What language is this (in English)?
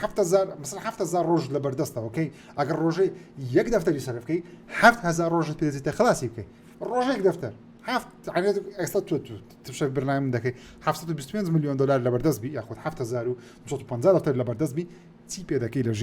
Central Kurdish